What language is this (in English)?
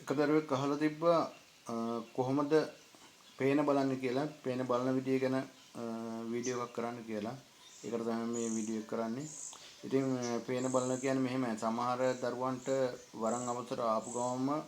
Sinhala